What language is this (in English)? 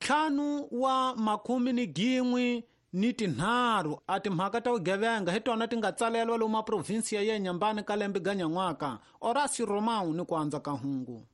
Tsonga